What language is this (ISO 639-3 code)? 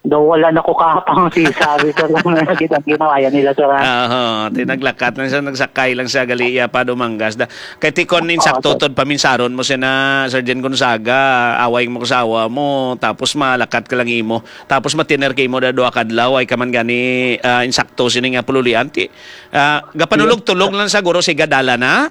hil